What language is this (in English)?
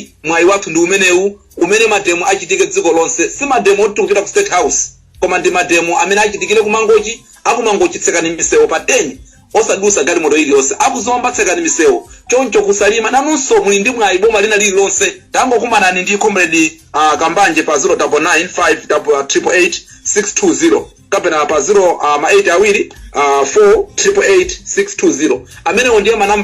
Nyanja